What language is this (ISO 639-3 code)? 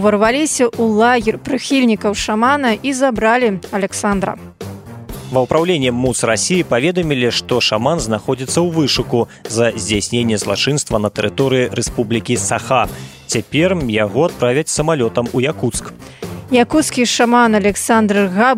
bel